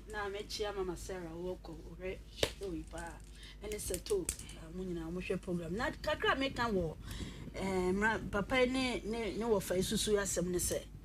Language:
Akan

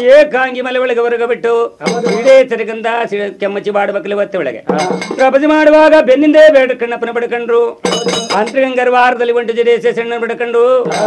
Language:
Kannada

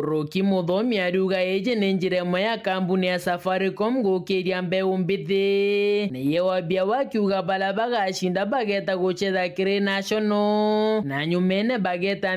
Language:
Meru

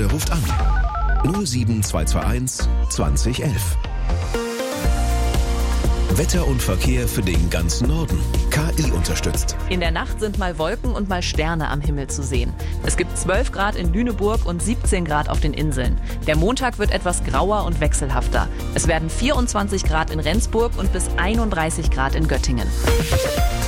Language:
German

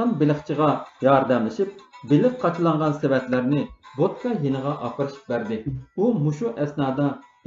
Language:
Uyghur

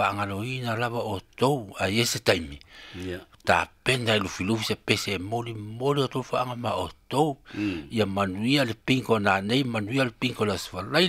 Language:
Samoan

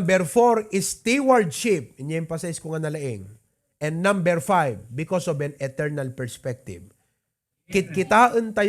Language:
Iloko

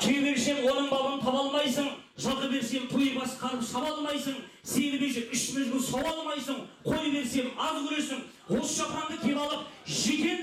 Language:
Kazakh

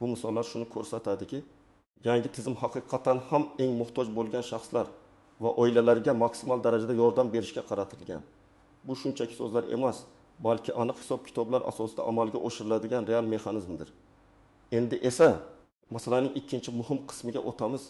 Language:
Uzbek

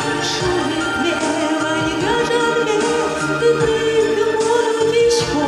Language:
Udmurt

